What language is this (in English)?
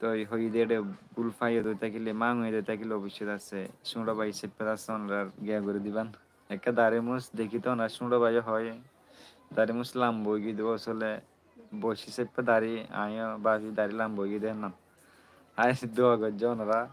Rohingya